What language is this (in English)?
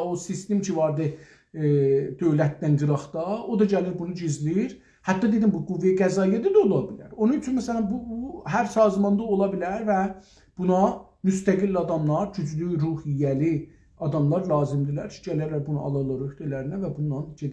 South Azerbaijani